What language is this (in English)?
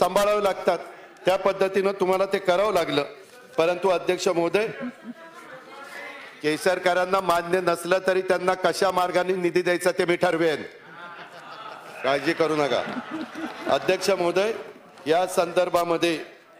Marathi